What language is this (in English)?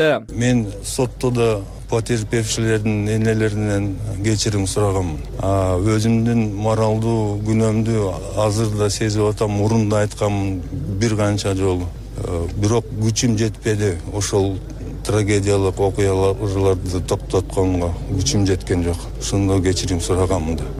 Kyrgyz